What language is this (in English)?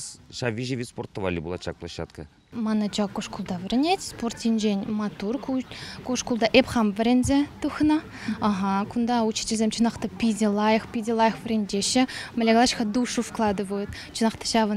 Chuvash